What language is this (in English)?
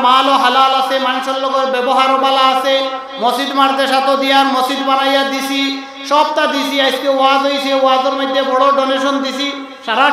Sylheti